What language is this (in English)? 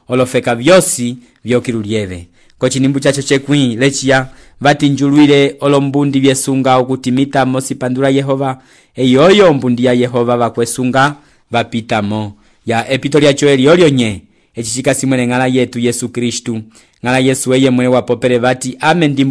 Umbundu